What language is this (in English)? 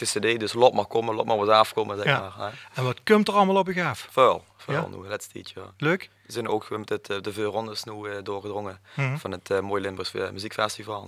Limburgish